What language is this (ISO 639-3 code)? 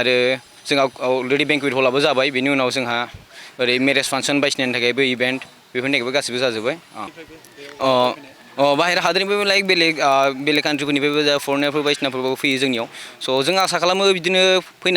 brx